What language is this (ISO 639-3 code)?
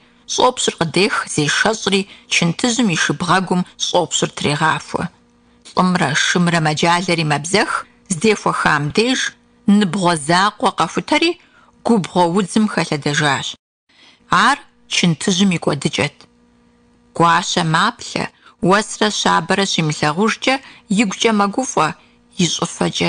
kbd